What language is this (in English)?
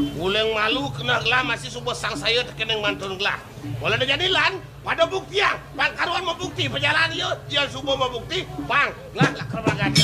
Balinese